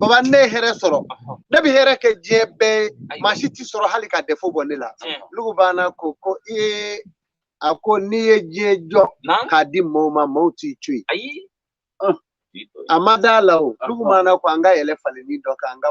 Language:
Bambara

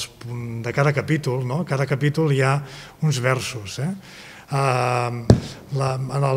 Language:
Catalan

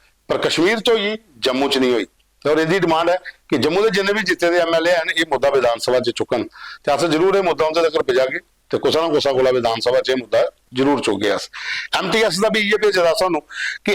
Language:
Dogri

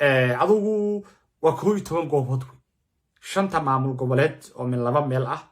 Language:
Somali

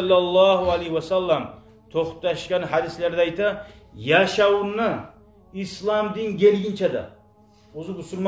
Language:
Kumyk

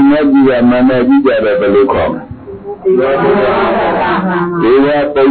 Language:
Burmese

